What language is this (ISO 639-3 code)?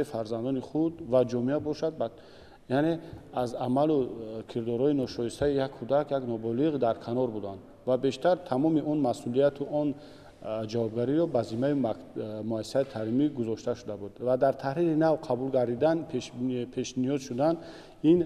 tgk